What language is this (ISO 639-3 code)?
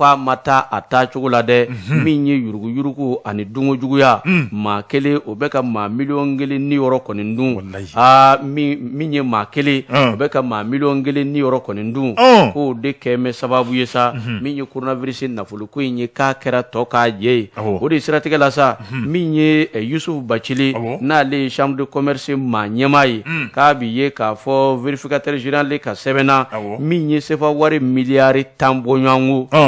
bam